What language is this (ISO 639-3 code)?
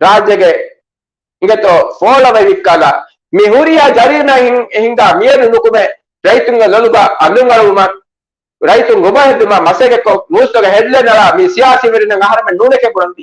div